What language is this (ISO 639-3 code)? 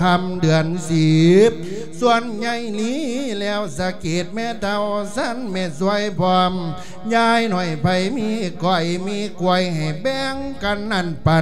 lao